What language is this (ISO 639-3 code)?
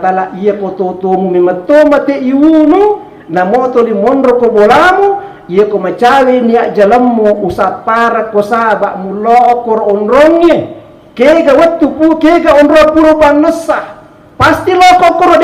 bug